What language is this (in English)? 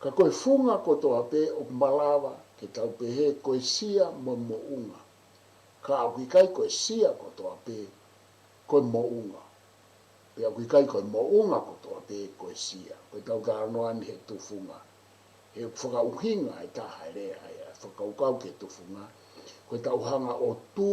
Tongan